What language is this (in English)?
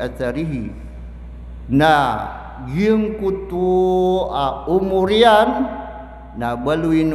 Maranao